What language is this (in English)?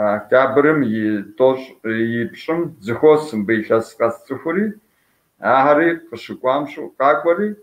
Kabardian